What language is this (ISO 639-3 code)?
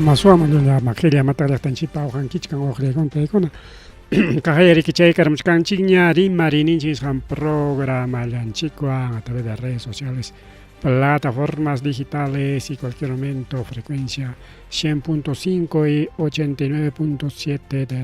quy